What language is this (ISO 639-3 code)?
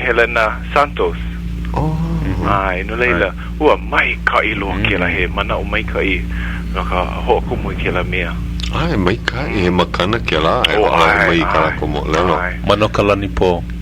haw